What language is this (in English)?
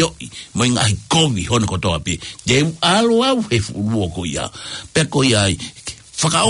Tongan